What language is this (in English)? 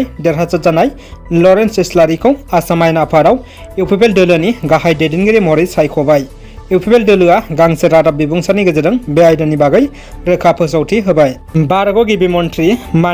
Bodo